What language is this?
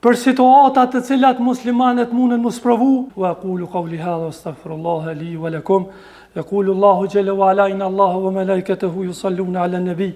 Albanian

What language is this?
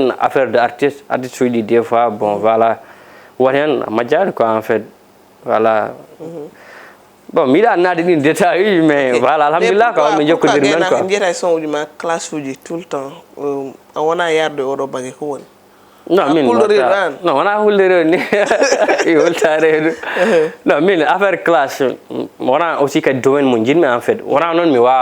Fula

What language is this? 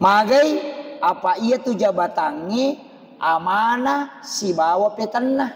Buginese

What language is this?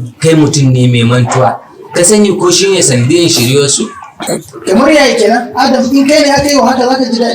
Hausa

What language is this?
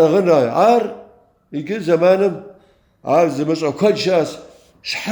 Kabardian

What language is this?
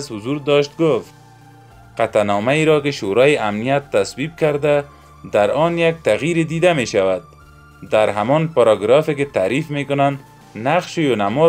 Persian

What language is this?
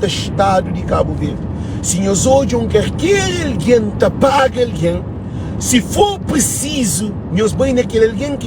Kabuverdianu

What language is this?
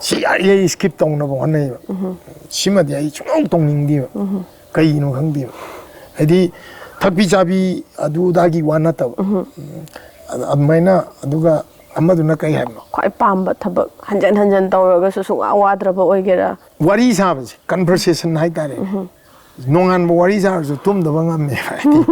Manipuri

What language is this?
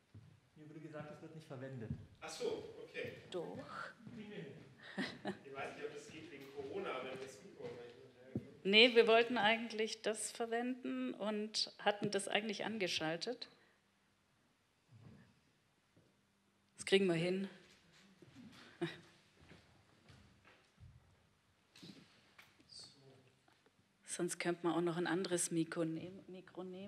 German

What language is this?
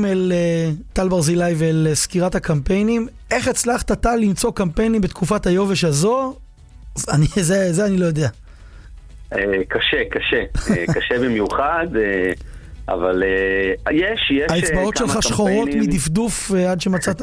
Hebrew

